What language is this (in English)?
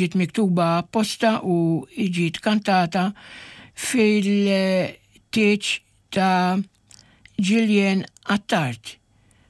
Maltese